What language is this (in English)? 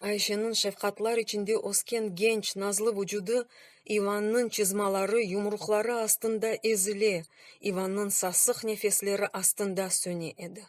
Crimean Tatar